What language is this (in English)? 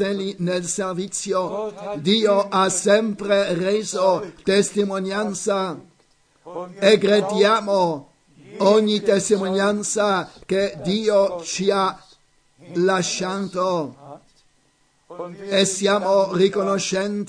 Italian